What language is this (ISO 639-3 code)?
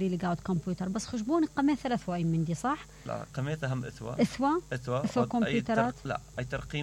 acm